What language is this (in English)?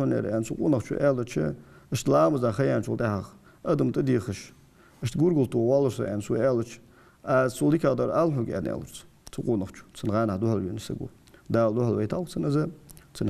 Ingush